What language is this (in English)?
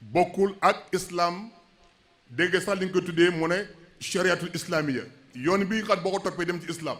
Wolof